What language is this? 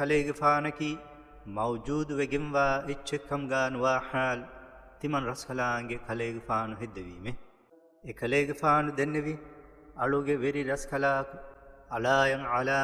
Divehi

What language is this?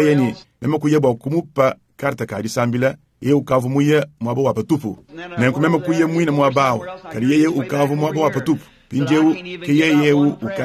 Luba-Lulua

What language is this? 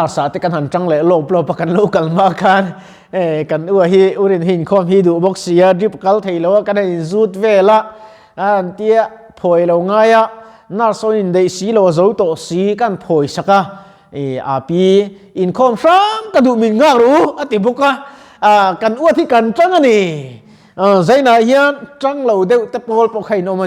Mizo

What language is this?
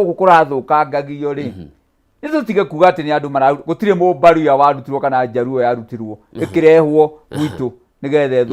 Kikuyu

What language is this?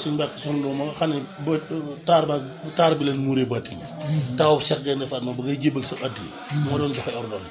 Wolof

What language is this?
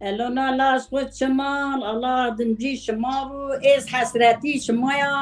Zaza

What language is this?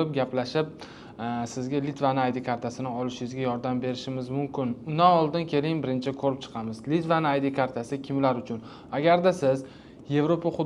Uzbek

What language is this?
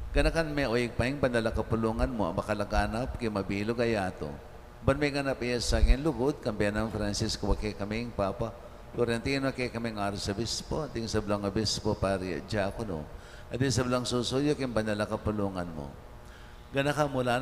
Pampanga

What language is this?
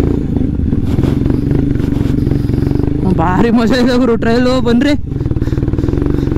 Kannada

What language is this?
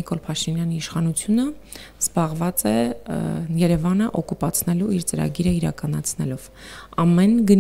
Armenian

